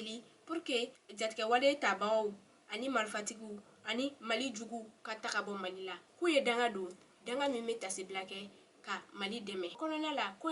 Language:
Bambara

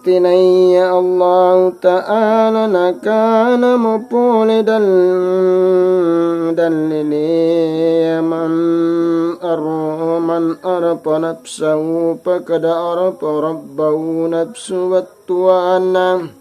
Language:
Makasar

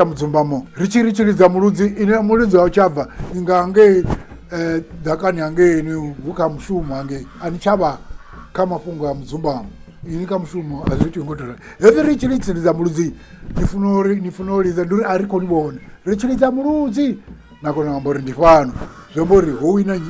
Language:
Venda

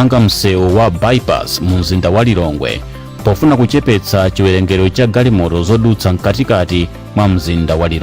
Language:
Nyanja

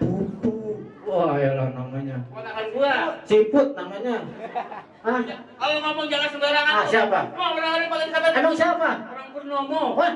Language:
Betawi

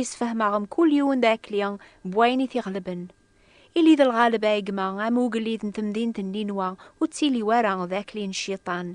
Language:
Kabyle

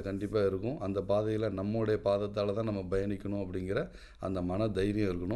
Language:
Tamil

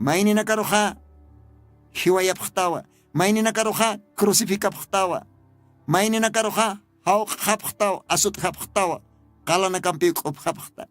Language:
Aymara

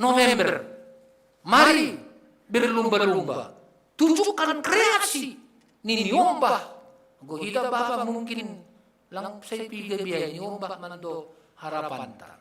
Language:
Batak Simalungun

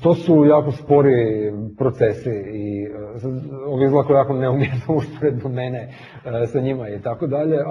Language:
Croatian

